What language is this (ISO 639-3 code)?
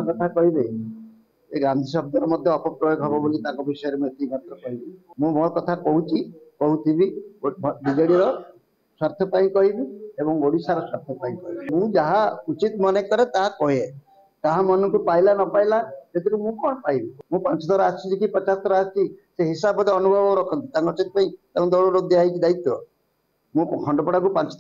ori